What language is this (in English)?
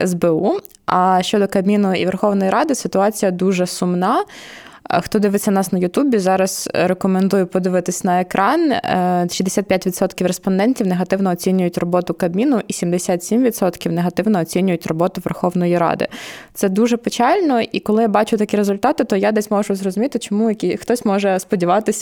Ukrainian